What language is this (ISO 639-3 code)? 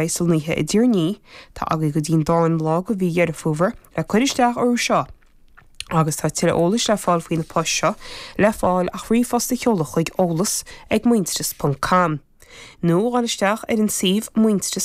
gle